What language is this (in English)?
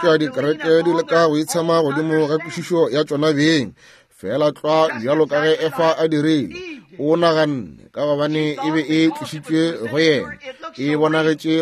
Northern Sotho